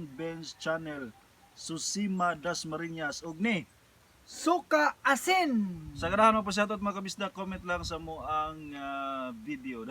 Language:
Cebuano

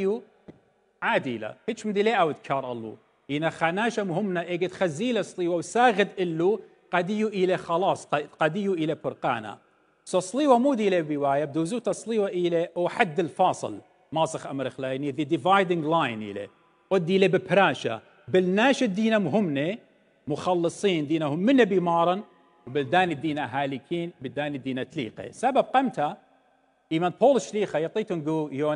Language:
Assyrian Neo-Aramaic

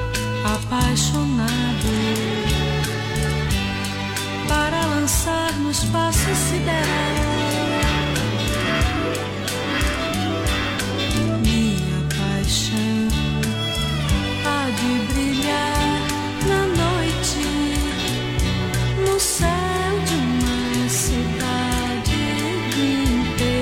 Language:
Portuguese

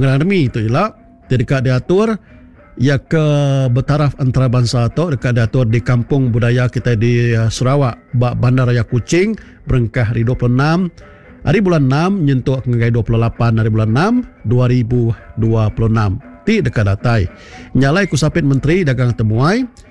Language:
Iban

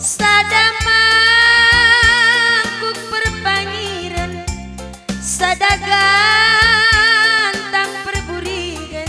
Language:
Batak Karo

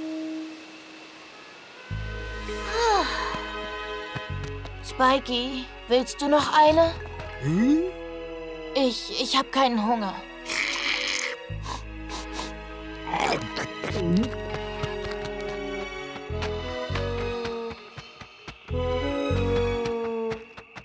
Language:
German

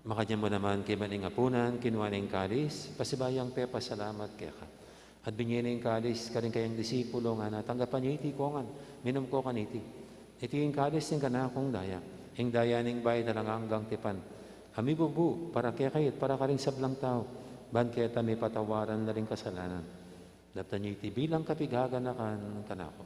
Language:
Pampanga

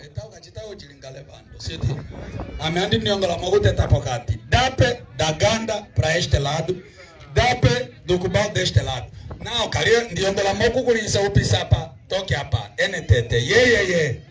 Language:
Umbundu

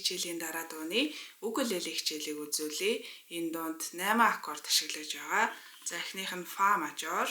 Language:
Mongolian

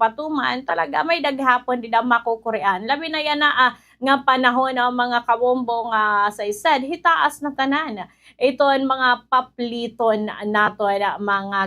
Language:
Waray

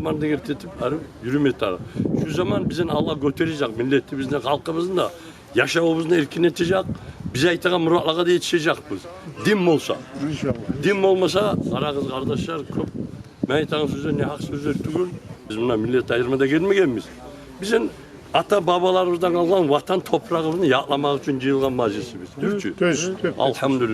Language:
Kumyk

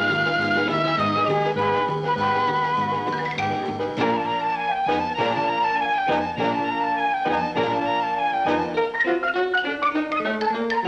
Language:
Ukrainian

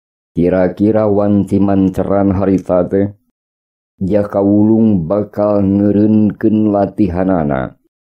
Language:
Sundanese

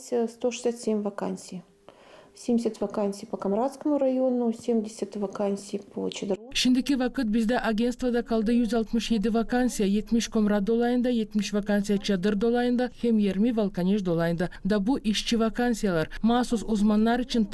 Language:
Gagauz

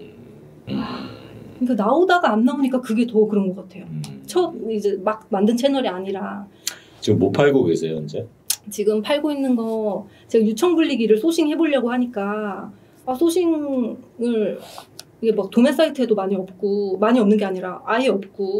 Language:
Korean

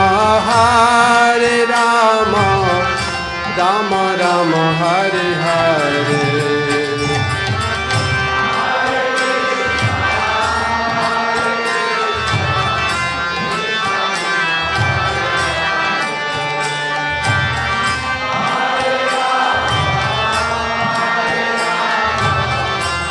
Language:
Hindi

